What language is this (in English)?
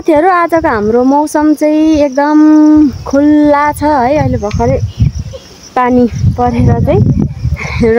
Nepali